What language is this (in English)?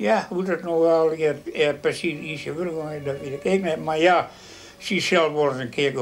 Western Frisian